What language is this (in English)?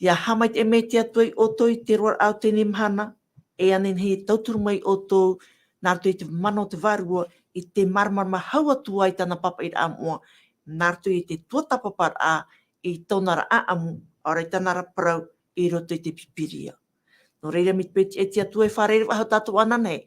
Tahitian